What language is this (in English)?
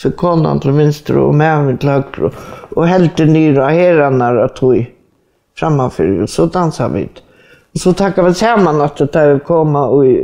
Faroese